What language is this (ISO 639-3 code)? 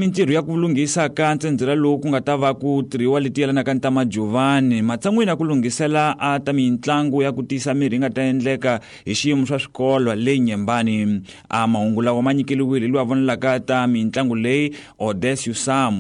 tso